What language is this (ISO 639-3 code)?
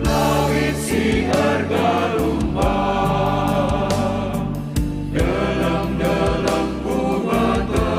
btx